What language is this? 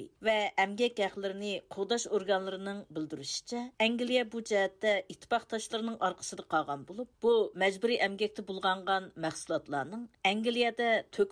Uyghur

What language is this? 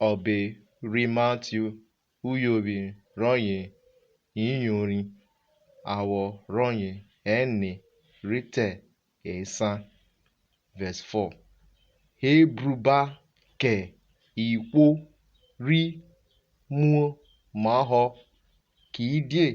Urhobo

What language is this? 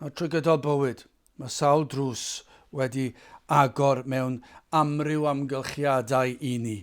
Welsh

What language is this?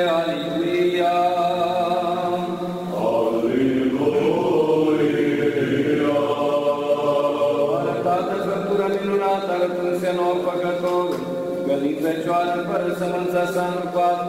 Romanian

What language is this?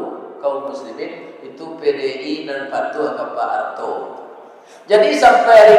Minangkabau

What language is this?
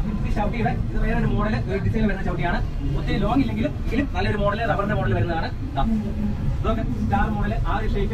Malayalam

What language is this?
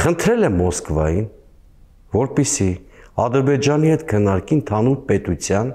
Armenian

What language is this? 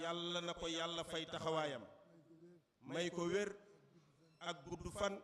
Wolof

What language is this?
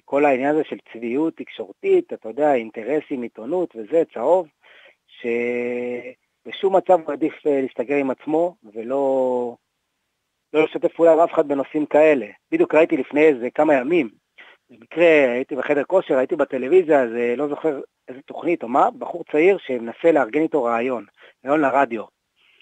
Hebrew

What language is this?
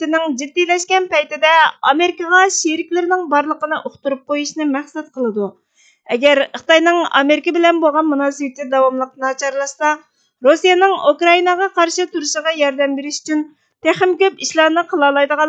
Uyghur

